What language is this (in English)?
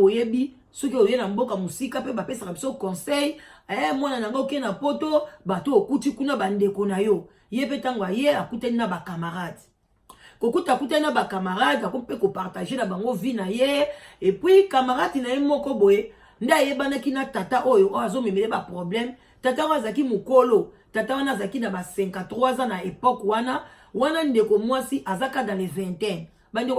Lingala